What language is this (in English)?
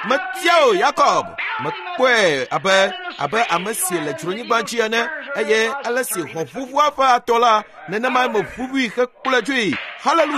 Ewe